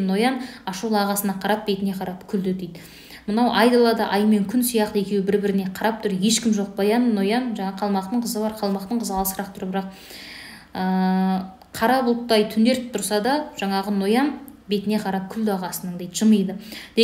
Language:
Kazakh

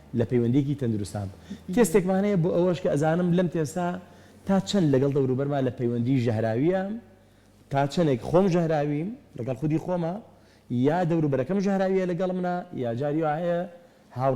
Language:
Central Kurdish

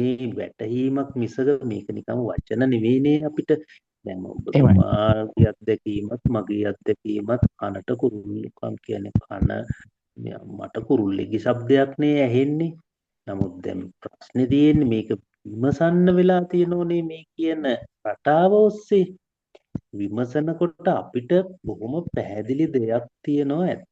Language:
Sinhala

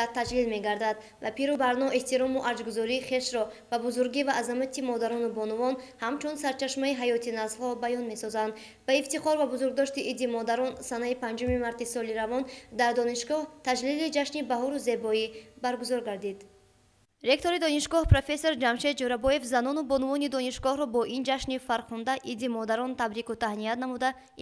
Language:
Tajik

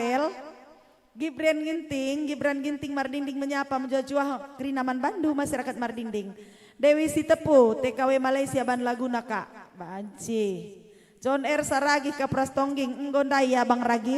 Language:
Batak Karo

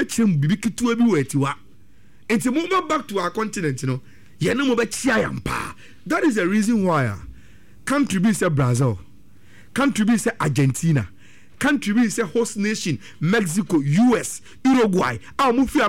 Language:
Akan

